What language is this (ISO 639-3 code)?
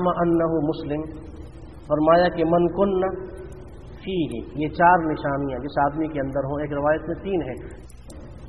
urd